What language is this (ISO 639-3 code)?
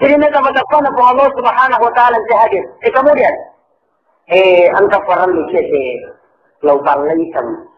bug